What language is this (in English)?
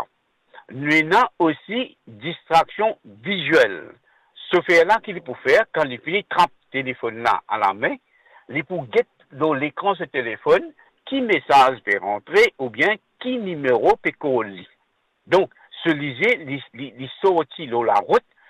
Morisyen